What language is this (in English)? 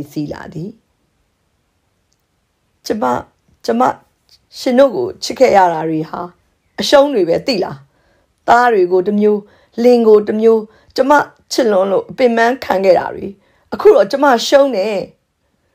Burmese